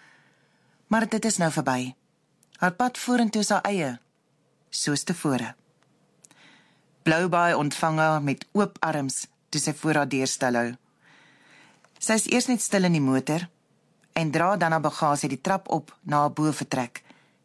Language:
Afrikaans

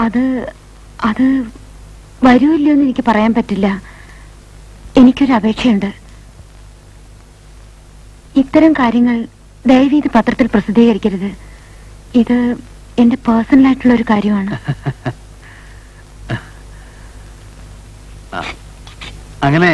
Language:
Malayalam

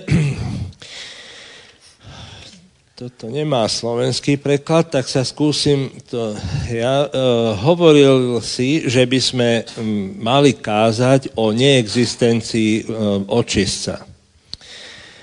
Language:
Slovak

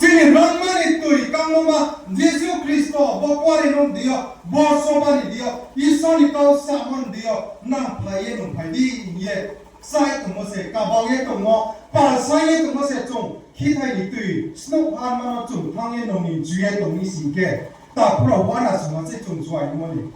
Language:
Riang (India)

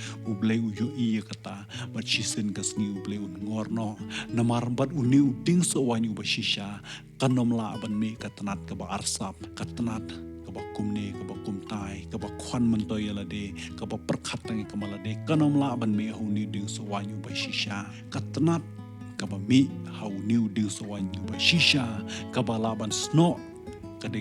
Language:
Khasi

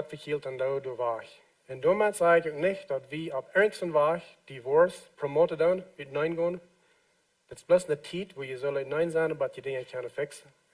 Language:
Plautdietsch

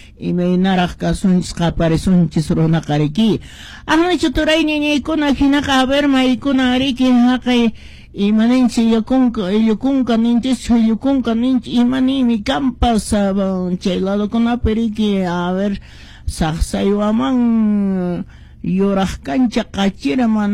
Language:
Quechua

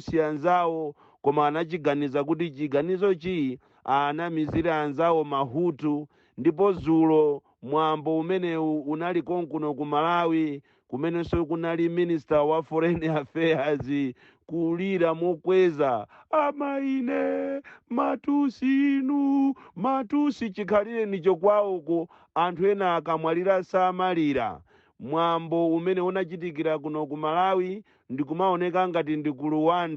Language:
Nyanja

